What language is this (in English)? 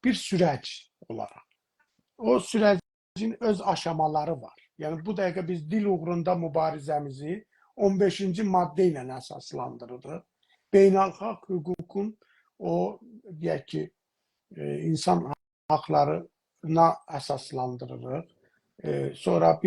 South Azerbaijani